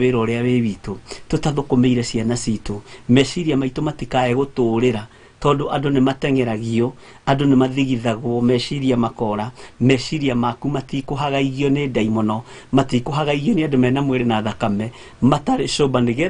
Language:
Kikuyu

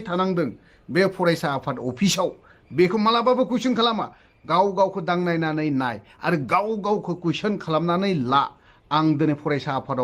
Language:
Bodo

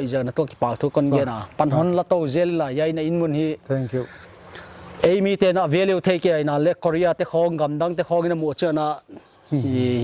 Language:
Paite Chin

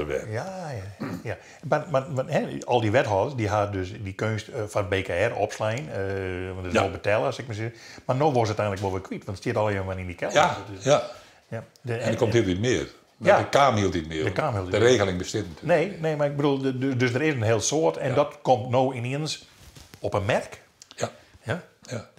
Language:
Western Frisian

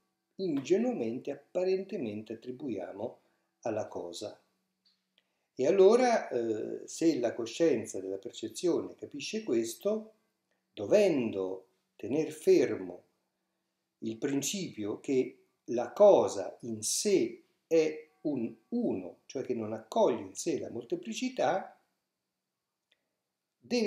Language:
Italian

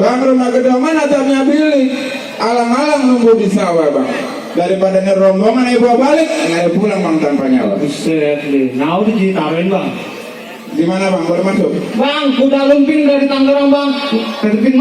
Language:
Betawi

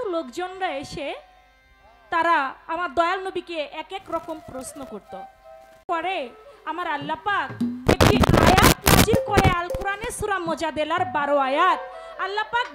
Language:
Bangla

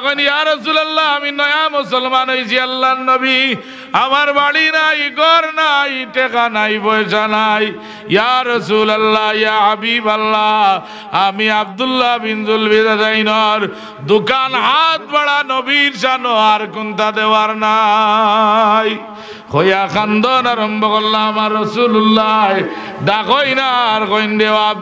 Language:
Sylheti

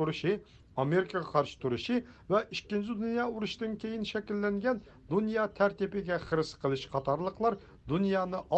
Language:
Uyghur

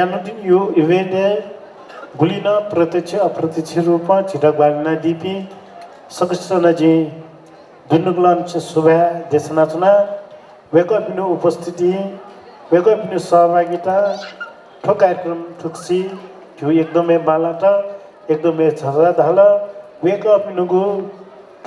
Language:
Newari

